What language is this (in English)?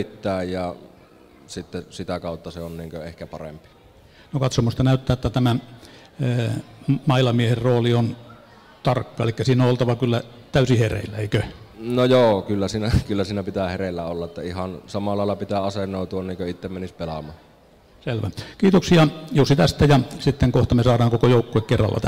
Finnish